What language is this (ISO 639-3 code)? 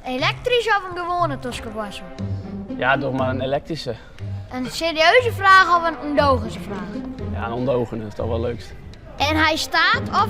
fry